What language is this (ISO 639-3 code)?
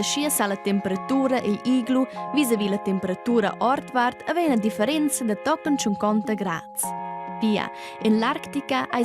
roh